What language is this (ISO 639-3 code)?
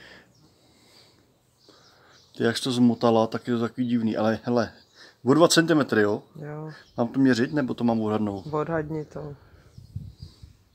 ces